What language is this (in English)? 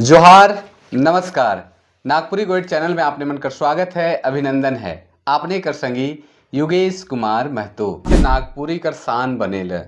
Sadri